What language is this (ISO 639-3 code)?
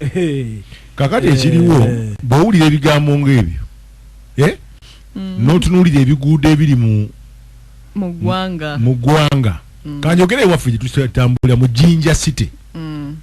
lug